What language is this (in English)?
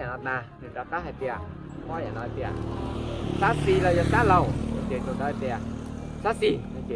Hmong